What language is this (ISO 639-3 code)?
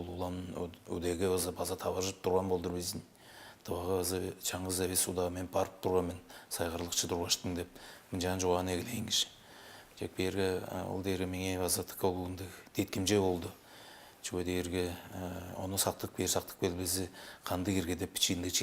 tyv